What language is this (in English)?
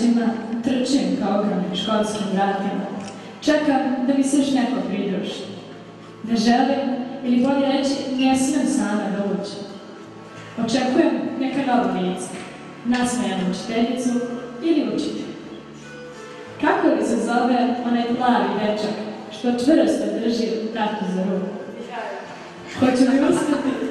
Serbian